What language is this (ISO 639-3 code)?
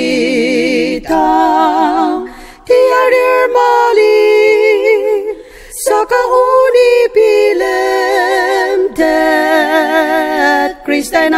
njo